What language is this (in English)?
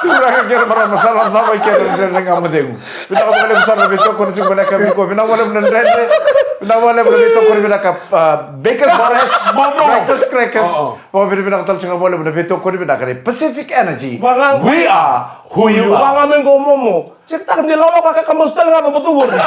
Fijian